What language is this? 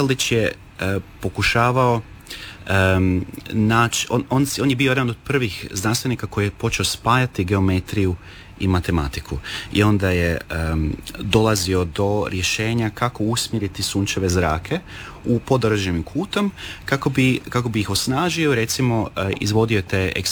Croatian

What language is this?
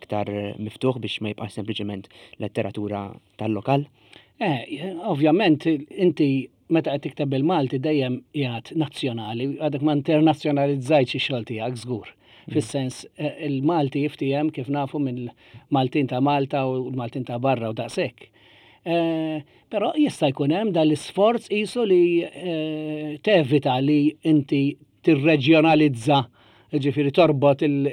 Maltese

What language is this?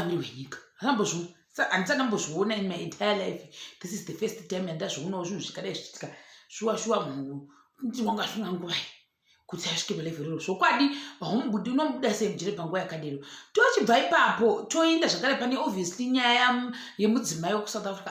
Shona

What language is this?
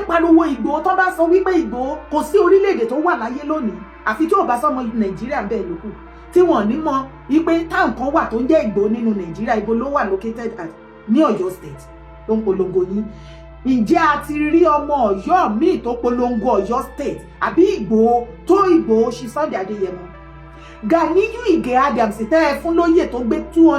Yoruba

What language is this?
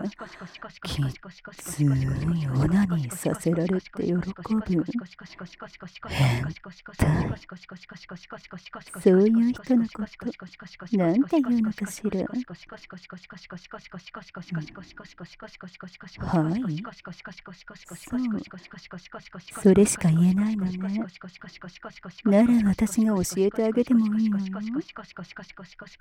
Japanese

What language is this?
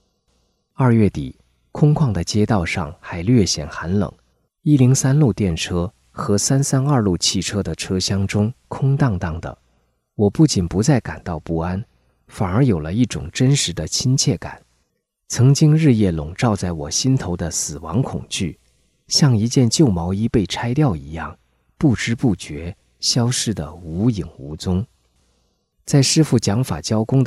Chinese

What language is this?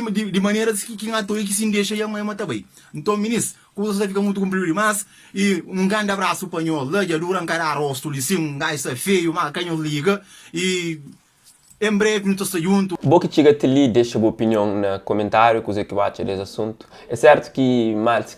Kabuverdianu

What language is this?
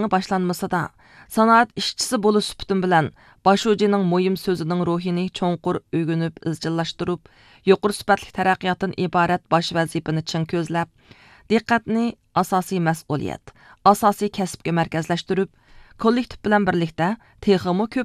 Uyghur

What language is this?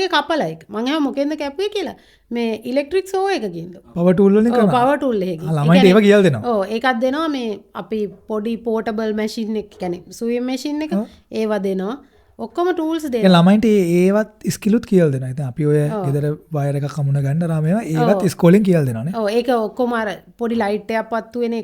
Sinhala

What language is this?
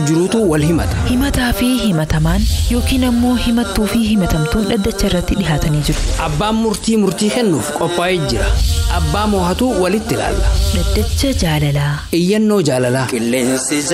Oromo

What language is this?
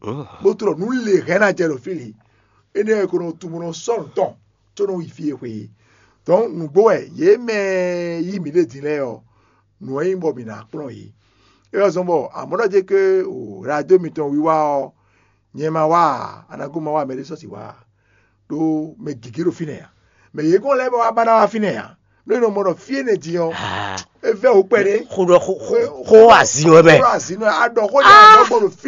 Fon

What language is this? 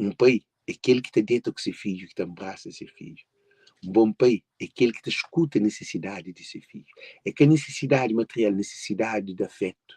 Kabuverdianu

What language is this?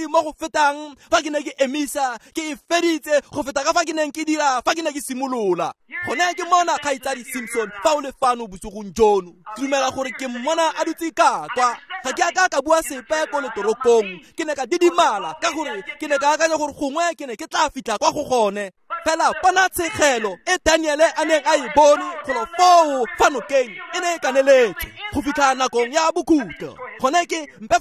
Tswana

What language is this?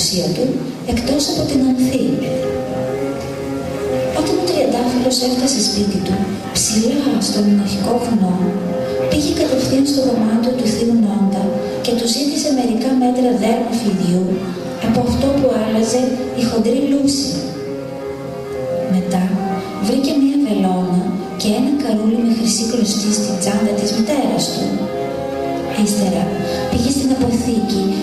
Greek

